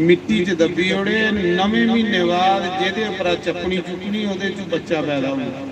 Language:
Dogri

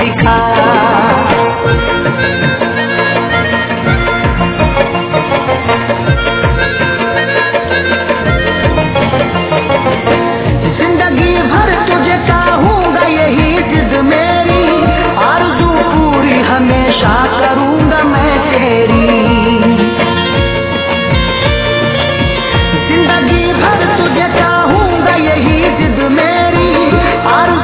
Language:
Hindi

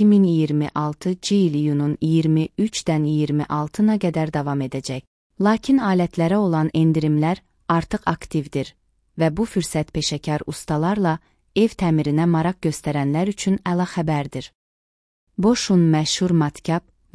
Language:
Azerbaijani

